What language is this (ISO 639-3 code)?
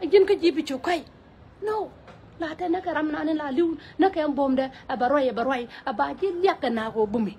nus